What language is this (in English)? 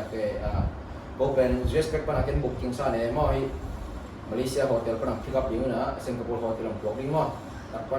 Tedim Chin